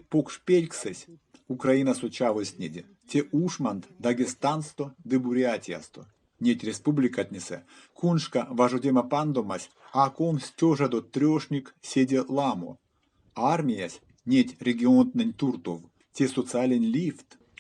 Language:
Erzya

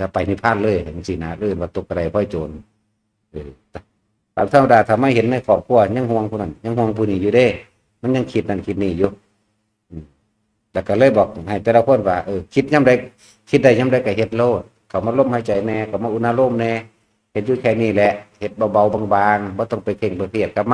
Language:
Northeastern Thai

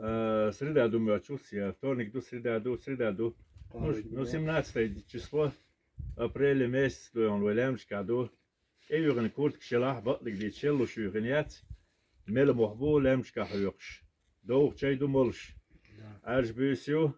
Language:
Chechen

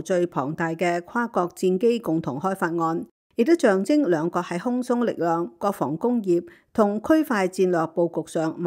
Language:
Cantonese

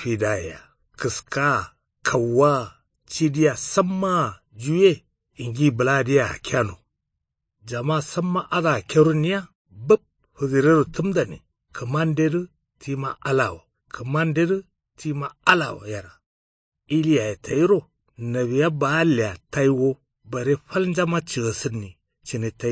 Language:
Kanuri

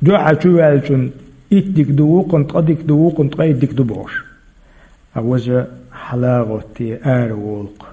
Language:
Chechen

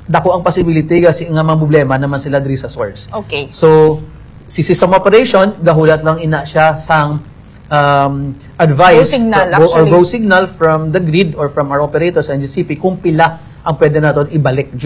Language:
Hiligaynon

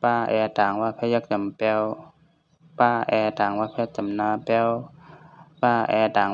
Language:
Shan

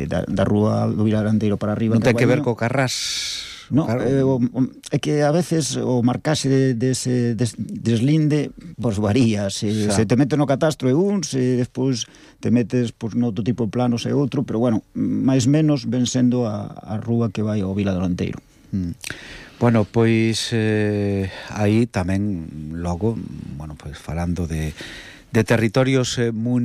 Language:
Galician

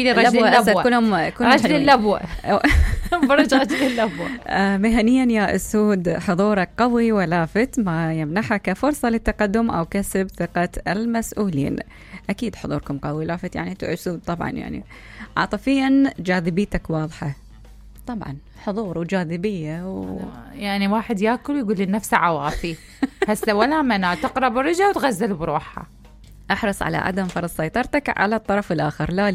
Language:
Mesopotamian Arabic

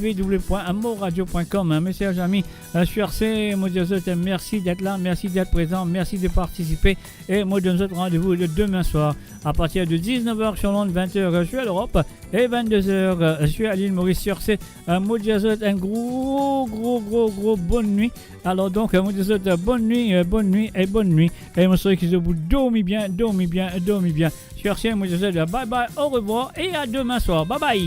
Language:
Morisyen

